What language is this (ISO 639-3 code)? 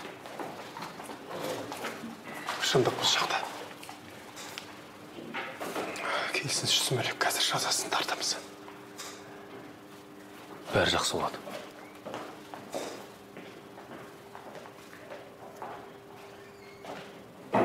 kaz